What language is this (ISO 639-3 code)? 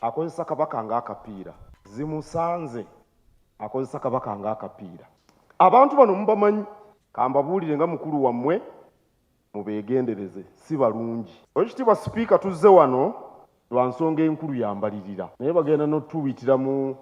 lug